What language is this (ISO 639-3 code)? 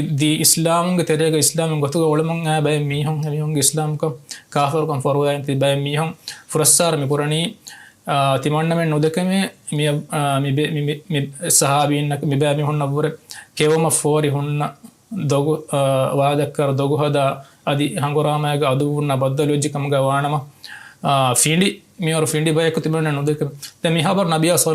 div